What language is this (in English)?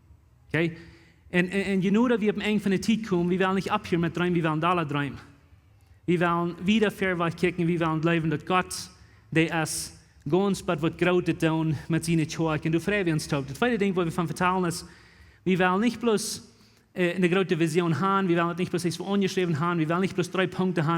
Plautdietsch